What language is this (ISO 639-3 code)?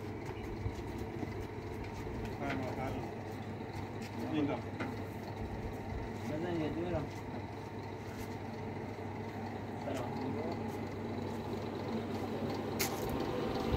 fas